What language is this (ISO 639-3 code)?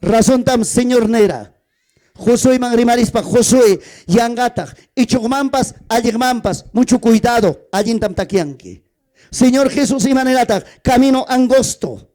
quy